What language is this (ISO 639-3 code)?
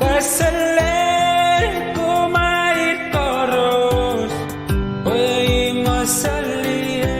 pon